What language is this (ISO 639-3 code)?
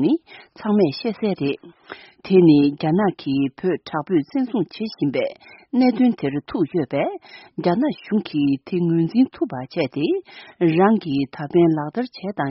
lav